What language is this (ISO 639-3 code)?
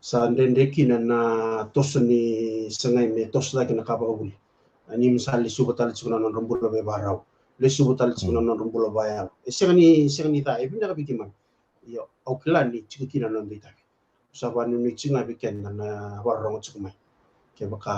fij